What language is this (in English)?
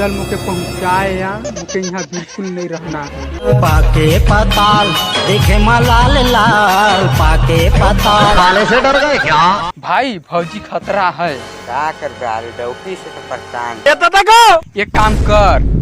Chhattisgarhi